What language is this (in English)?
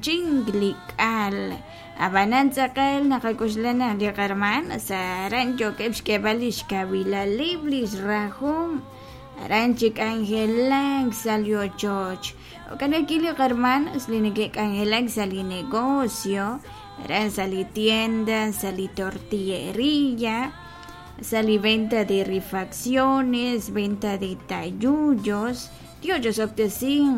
Kekchí